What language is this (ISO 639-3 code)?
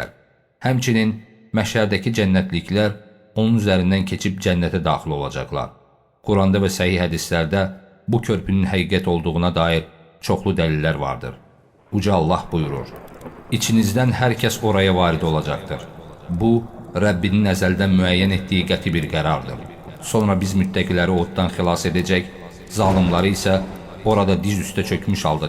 aze